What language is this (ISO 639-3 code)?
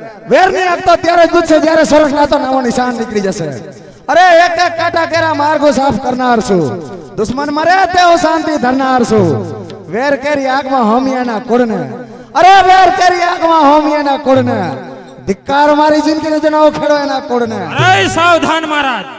guj